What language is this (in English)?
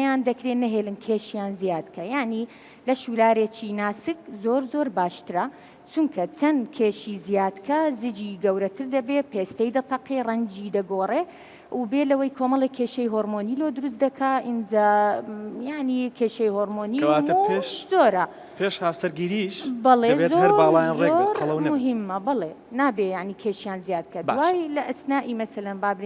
Central Kurdish